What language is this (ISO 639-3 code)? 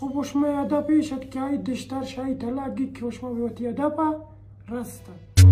bal